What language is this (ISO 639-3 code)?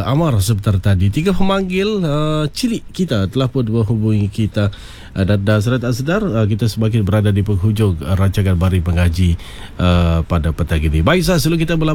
msa